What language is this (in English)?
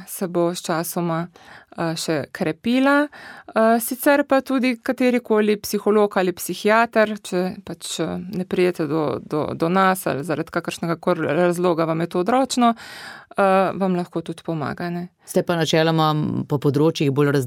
Slovenian